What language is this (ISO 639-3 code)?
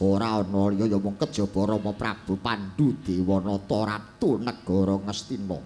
jav